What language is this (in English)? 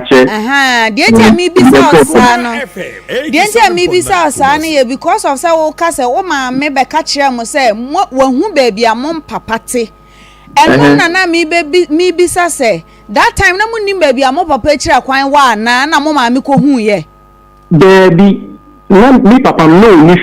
Akan